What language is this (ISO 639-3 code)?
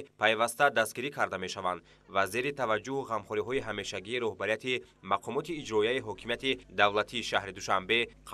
tgk